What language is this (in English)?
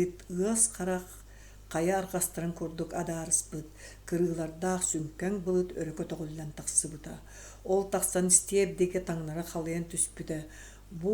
Yakut